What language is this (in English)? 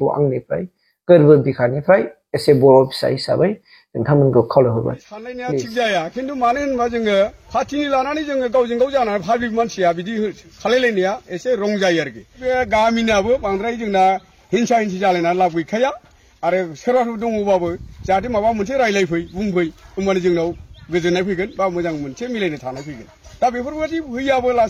Bodo